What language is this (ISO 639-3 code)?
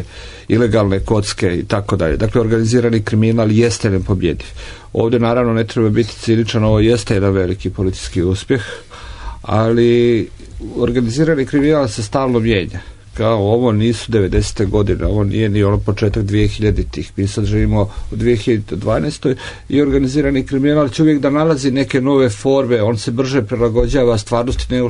srp